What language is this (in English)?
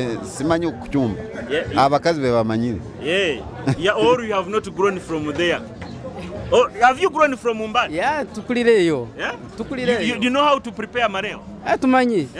Nyoro